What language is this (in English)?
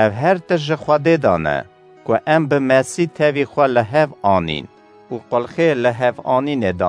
Kurdish